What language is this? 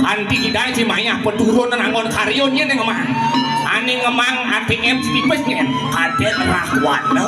Balinese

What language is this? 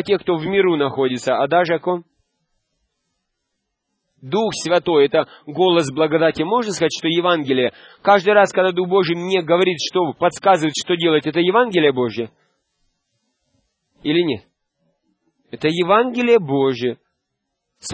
Russian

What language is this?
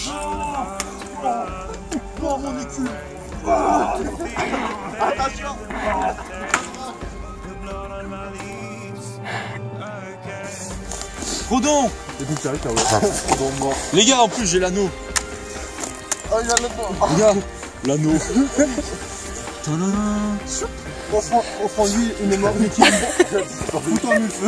French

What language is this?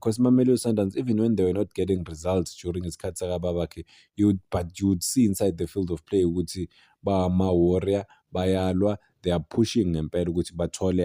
Zulu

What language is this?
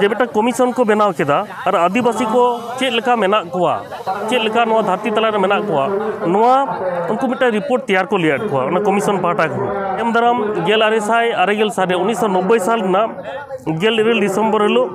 Santali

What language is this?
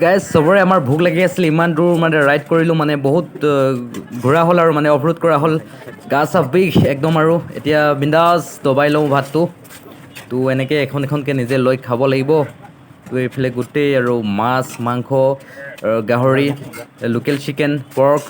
Assamese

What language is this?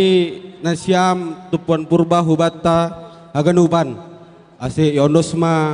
Batak Simalungun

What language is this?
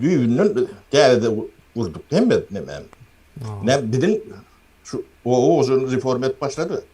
Turkmen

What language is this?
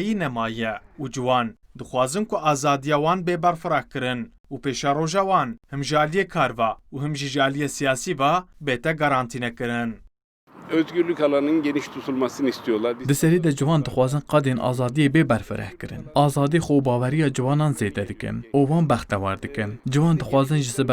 Kurdish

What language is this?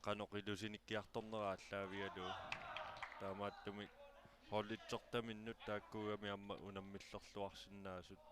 Kalaallisut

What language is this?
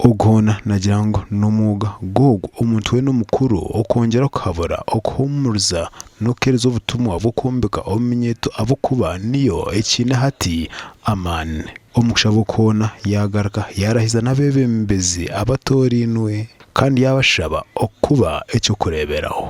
Nyankole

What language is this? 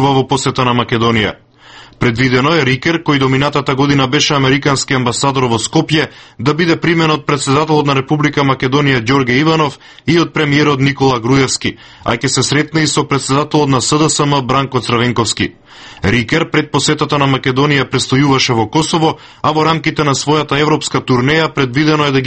Macedonian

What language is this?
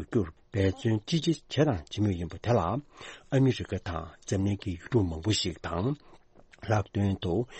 Tibetan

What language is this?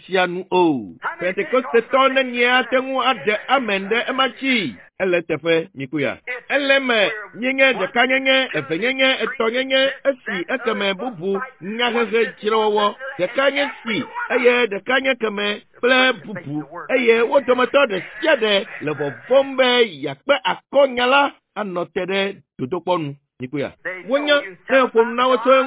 Ewe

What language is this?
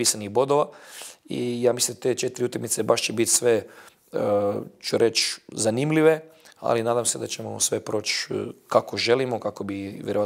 Bosnian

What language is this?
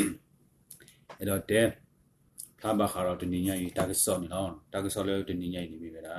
S'gaw Karen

